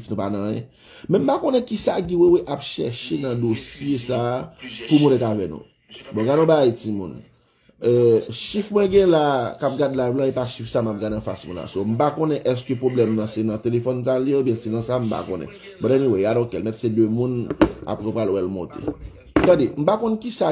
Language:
Haitian Creole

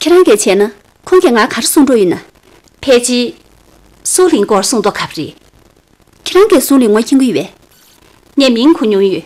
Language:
Tibetan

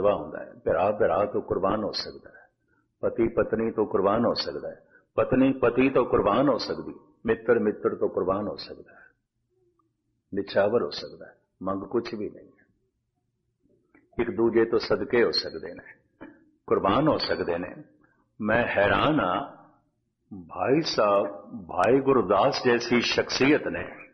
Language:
Punjabi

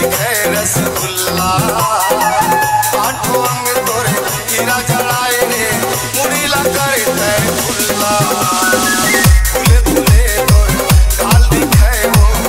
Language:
Chhattisgarhi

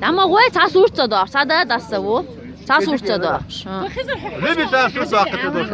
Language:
Chechen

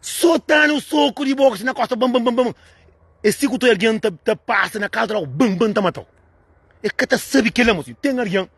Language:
Kabuverdianu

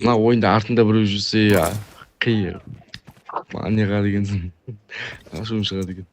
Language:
Kara-Kalpak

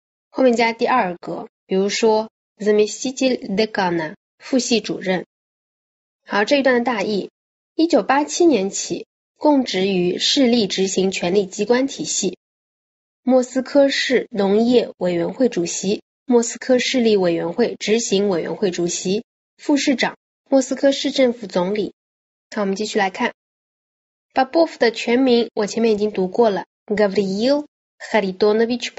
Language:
Chinese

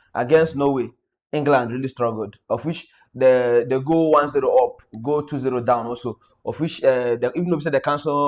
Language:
Nigerian Pidgin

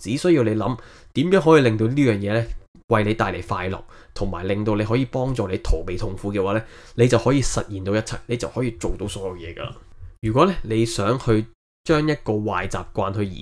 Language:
Cantonese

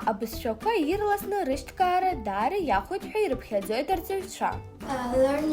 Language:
Abkhazian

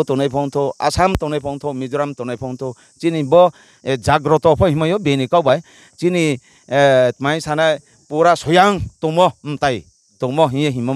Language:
Riang (India)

